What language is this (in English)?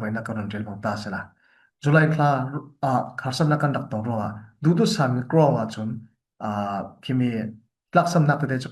Falam Chin